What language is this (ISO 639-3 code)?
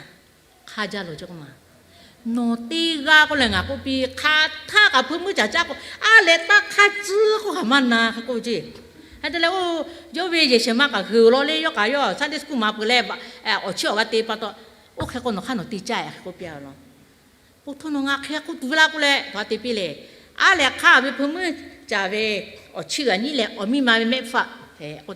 lhu